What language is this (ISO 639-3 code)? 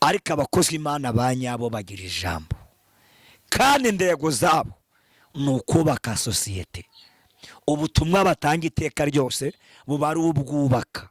kin